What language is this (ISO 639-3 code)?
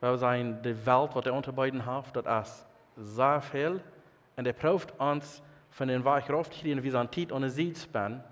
pdt